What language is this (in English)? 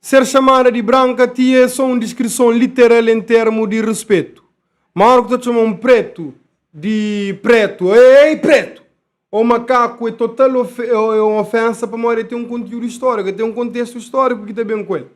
Kabuverdianu